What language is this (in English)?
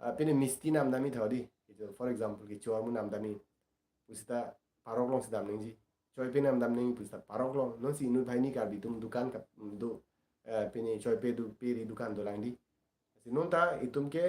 Karbi